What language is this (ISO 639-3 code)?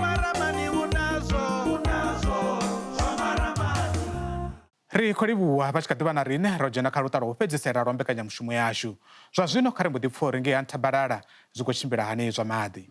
ven